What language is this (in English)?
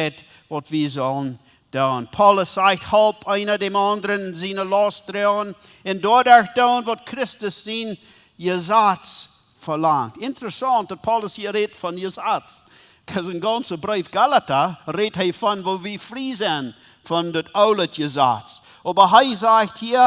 Plautdietsch